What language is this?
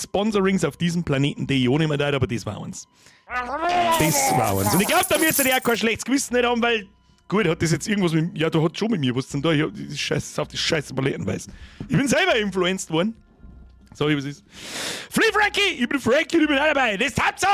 Bavarian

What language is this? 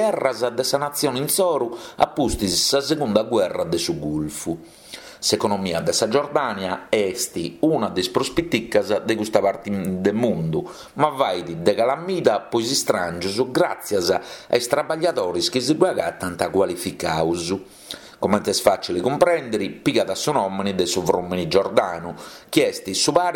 Sardinian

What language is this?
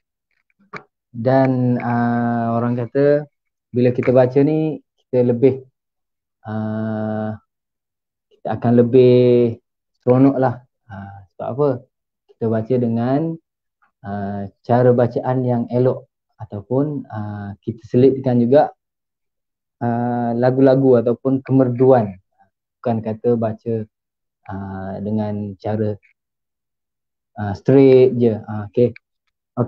Malay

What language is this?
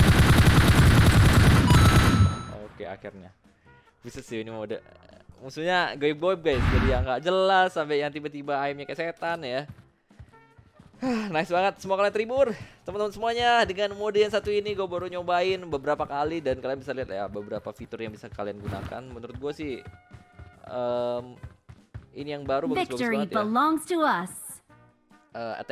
Indonesian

